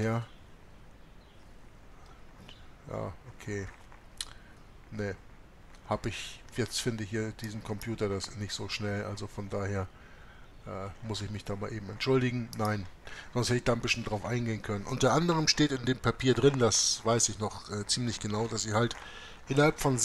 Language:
German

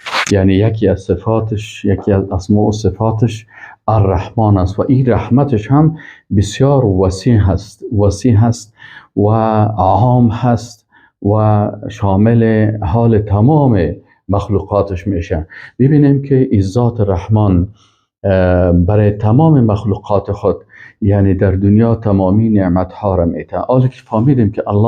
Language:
Persian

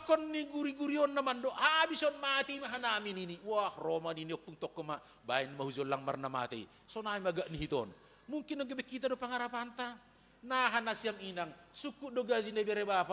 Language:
Batak Simalungun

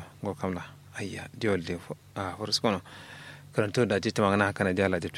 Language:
Kanuri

